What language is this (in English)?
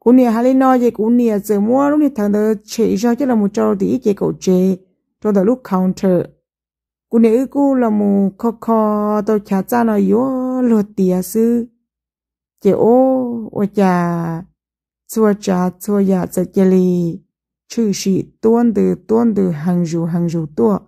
Hmong